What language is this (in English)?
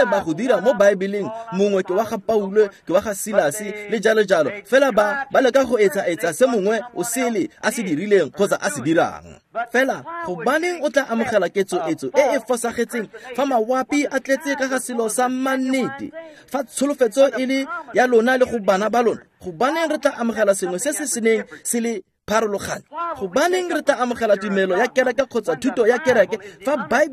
Tswana